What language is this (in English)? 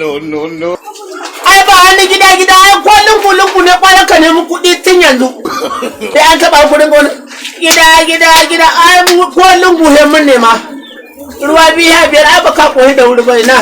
Hausa